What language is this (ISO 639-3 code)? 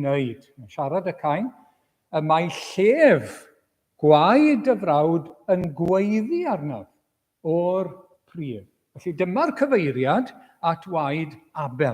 cym